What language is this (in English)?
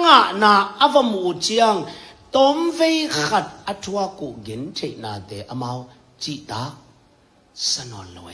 Tedim Chin